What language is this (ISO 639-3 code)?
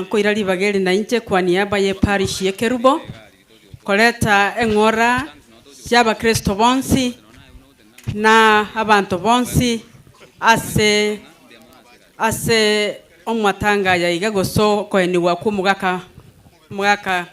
guz